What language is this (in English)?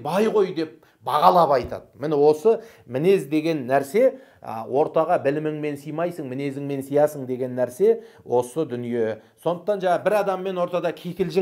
Kazakh